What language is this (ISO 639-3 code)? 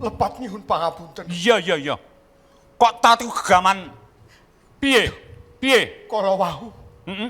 jav